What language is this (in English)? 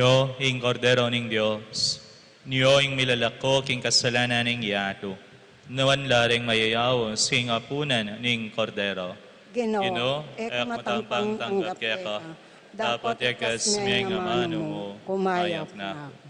Pampanga